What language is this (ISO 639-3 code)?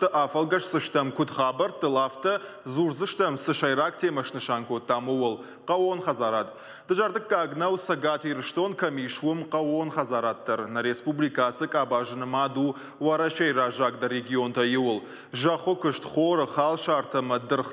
oss